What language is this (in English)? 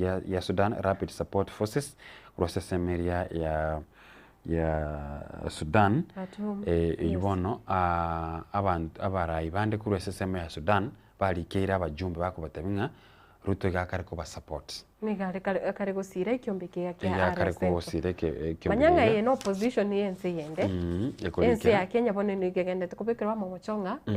Gusii